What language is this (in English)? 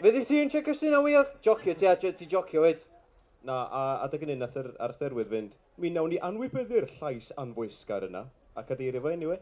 Welsh